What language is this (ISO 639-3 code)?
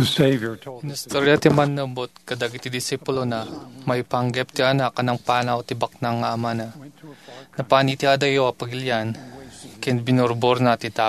ilo